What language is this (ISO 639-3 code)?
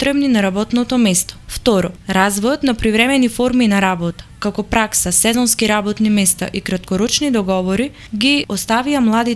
mkd